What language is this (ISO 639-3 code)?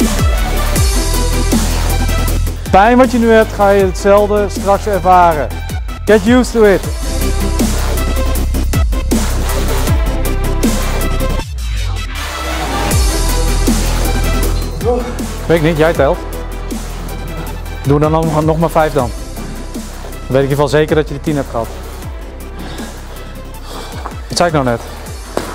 nld